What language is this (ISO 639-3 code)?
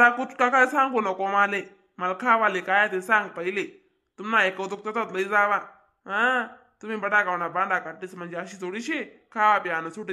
khn